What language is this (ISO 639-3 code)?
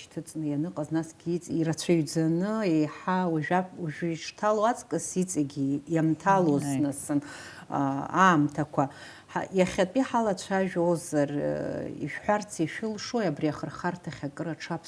abk